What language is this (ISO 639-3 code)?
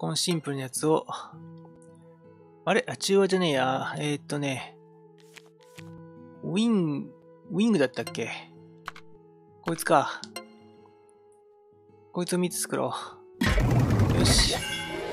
jpn